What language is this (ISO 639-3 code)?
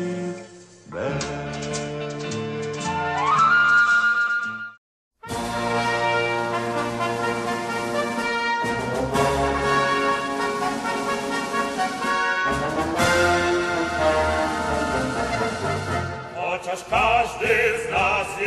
pol